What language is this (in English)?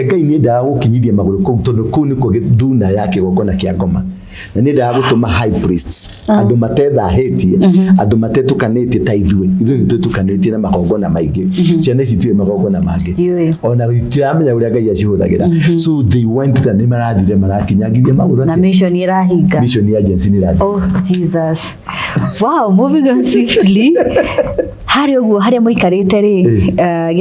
Kikuyu